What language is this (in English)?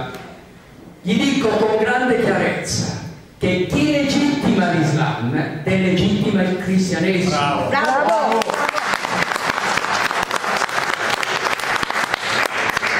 Italian